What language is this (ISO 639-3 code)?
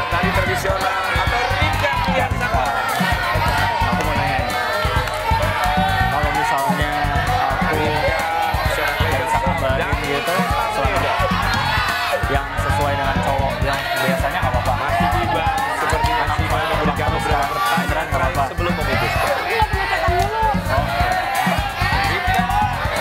ind